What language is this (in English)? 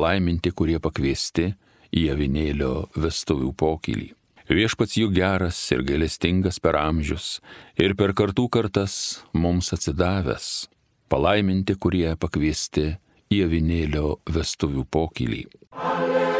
Lithuanian